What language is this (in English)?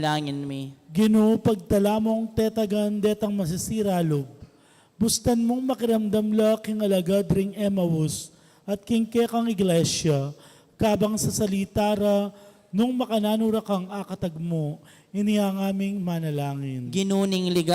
Pampanga